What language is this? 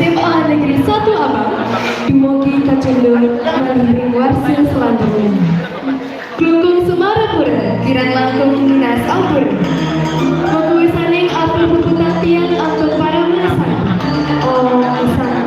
Balinese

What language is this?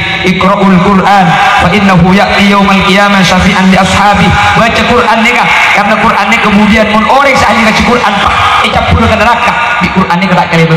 Madurese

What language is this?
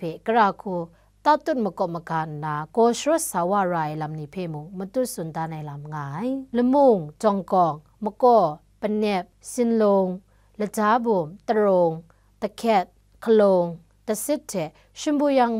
Kachin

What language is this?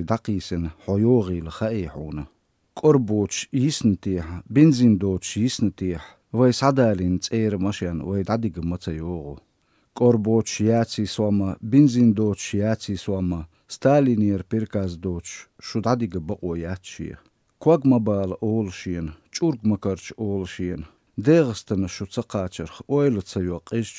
Chechen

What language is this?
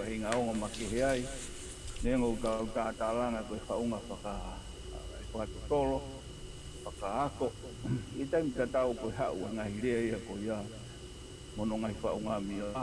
Tongan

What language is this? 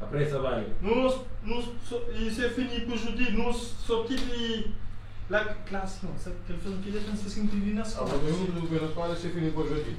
Kabuverdianu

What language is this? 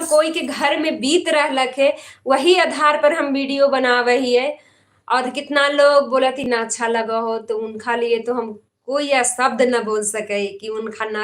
Magahi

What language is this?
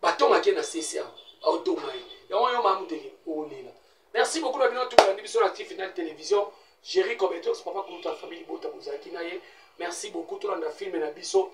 Lingala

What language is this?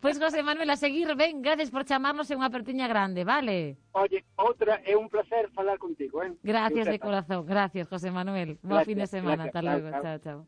Galician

